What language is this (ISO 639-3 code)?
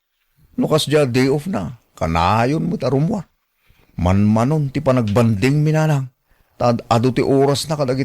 ilo